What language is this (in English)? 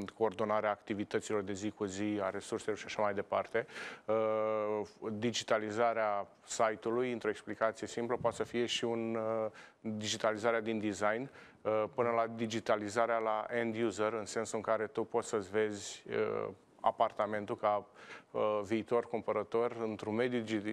Romanian